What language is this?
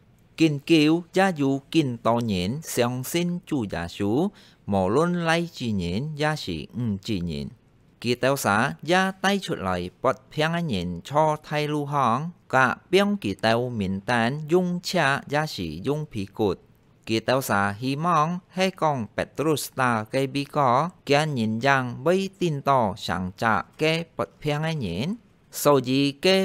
Hakka Chinese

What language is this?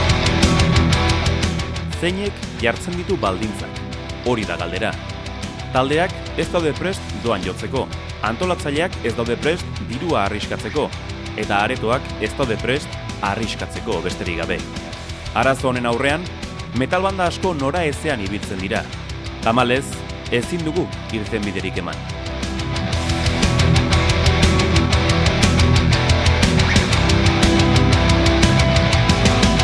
Basque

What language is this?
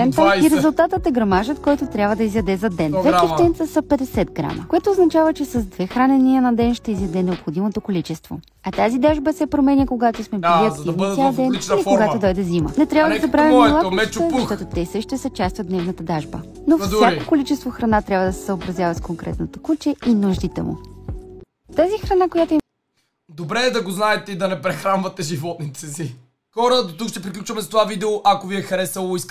Bulgarian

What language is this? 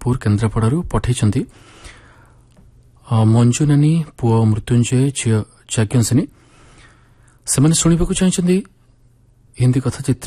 Odia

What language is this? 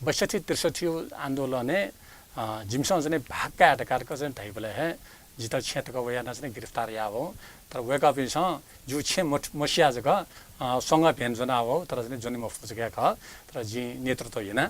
Newari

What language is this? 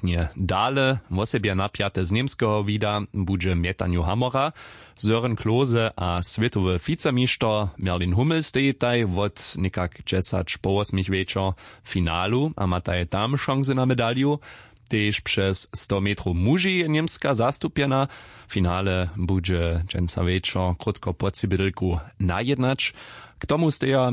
Upper Sorbian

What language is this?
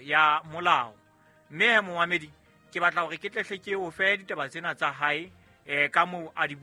Southern Sotho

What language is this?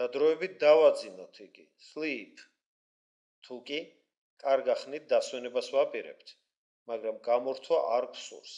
Georgian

